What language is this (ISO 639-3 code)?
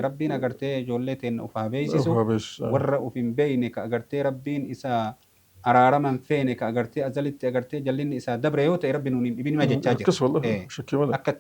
orm